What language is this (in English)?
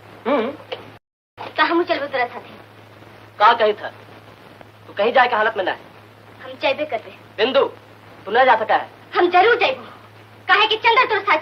Magahi